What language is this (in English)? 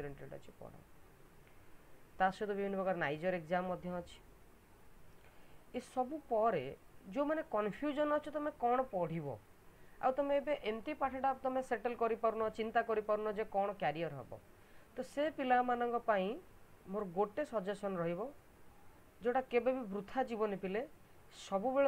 Odia